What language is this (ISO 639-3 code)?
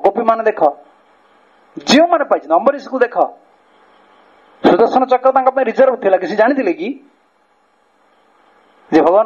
ori